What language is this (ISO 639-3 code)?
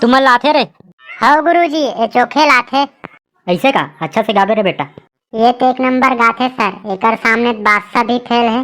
hne